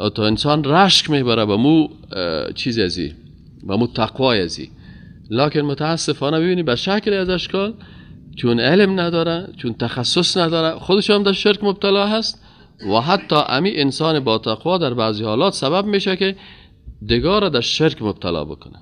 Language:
Persian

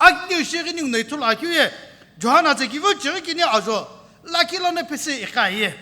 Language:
Sumi Naga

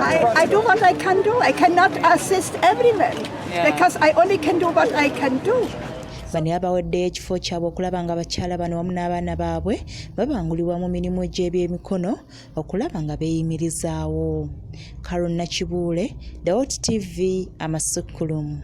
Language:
Ganda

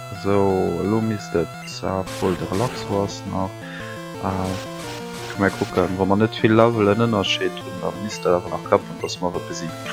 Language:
Luxembourgish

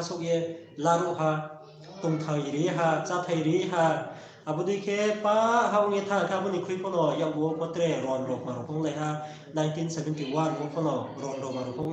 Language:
Riang (India)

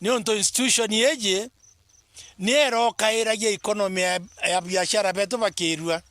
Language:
Meru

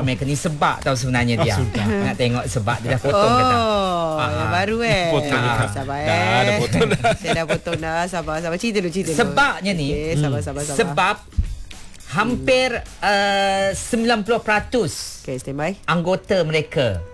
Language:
Malay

